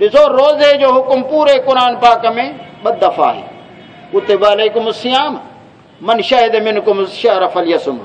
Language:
Saraiki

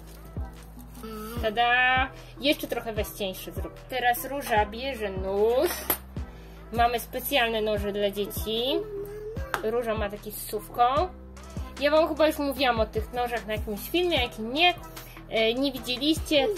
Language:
Polish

